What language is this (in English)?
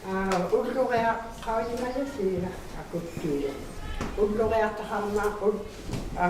Inuktitut